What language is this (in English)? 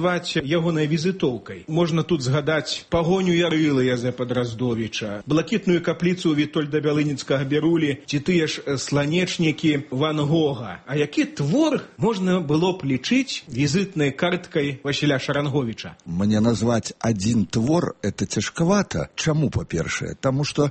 Belarusian